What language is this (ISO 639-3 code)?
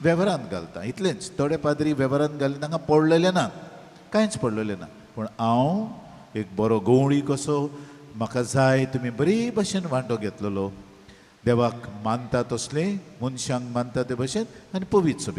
kok